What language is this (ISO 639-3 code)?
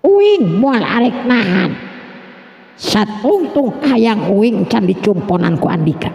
sun